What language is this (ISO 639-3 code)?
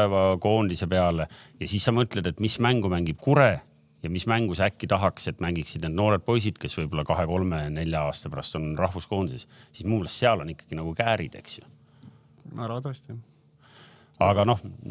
est